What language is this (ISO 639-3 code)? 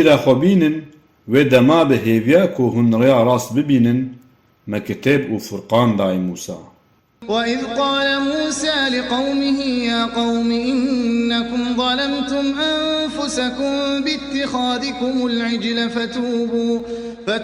kur